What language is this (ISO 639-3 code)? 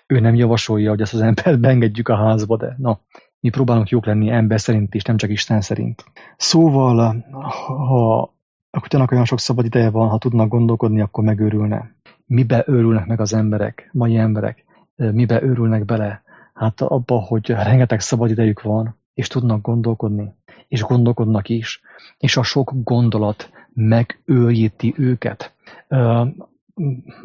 hun